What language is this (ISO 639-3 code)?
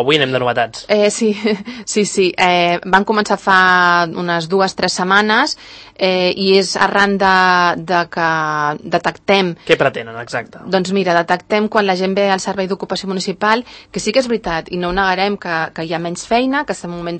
cat